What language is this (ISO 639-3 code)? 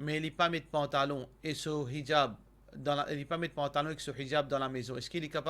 mfe